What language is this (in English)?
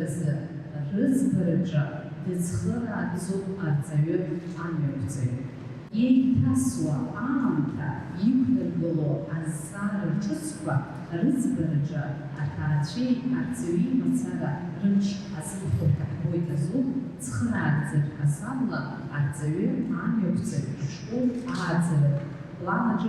Abkhazian